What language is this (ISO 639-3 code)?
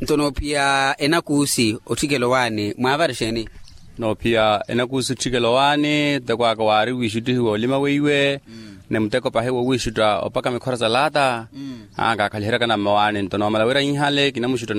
vmw